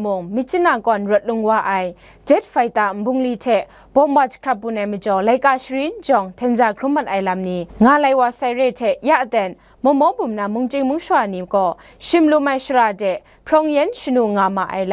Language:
Kachin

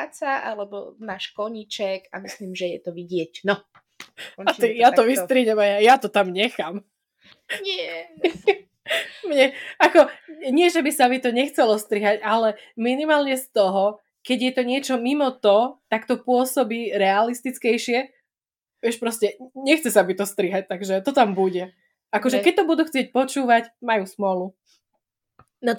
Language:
Slovak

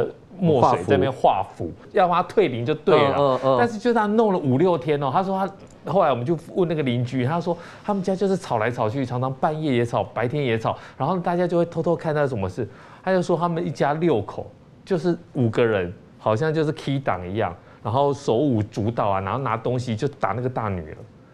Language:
Chinese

